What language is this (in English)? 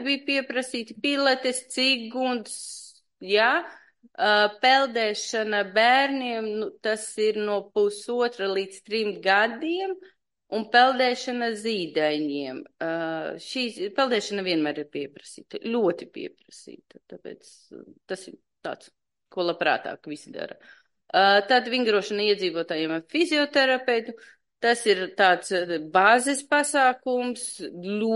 Latvian